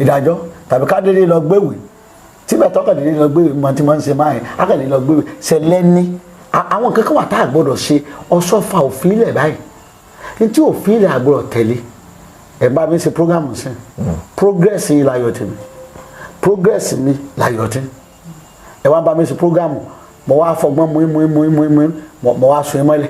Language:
Yoruba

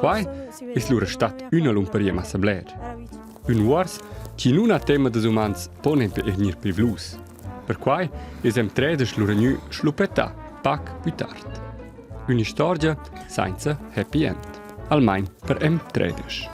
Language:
Romansh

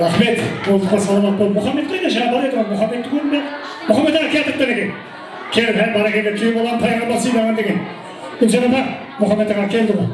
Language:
Kara-Kalpak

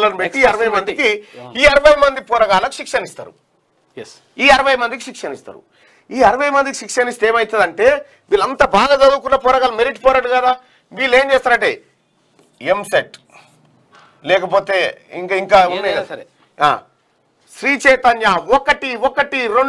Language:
Telugu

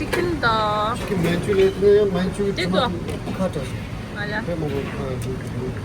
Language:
Tibetan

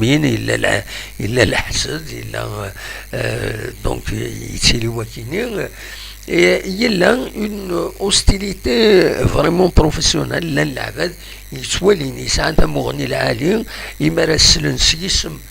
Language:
Kabyle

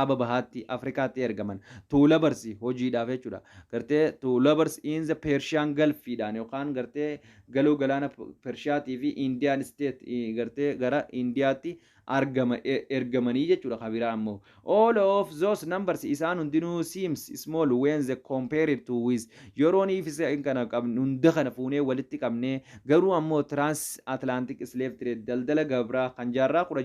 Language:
Oromo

